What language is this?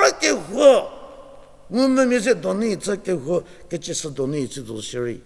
Angami Naga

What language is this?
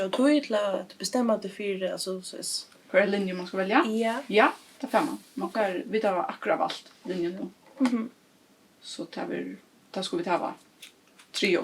Faroese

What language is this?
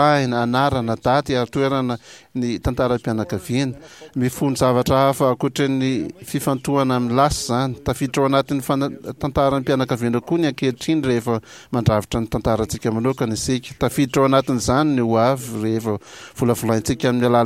Malagasy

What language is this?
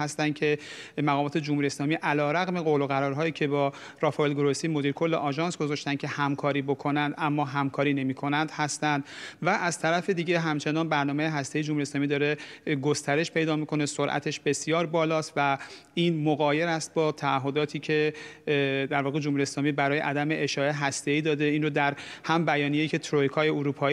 Persian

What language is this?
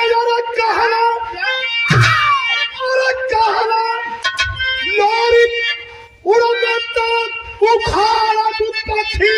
Bhojpuri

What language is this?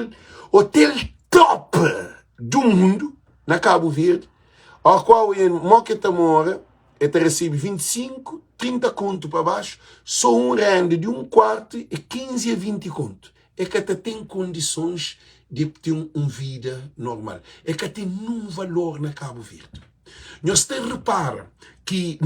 Kabuverdianu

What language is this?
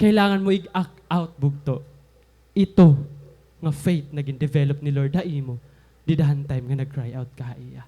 Waray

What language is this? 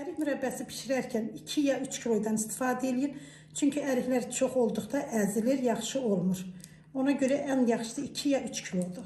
Azerbaijani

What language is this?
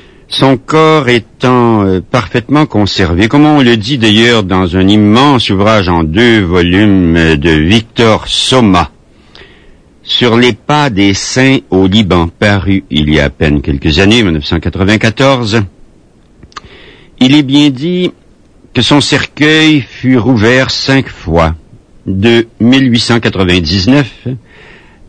French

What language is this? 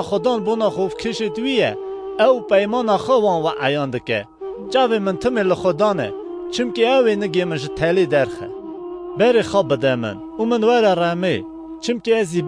Kurdish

